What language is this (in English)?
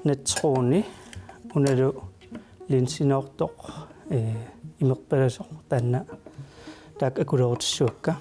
Kalaallisut